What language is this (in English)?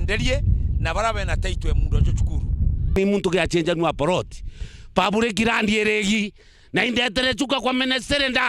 Meru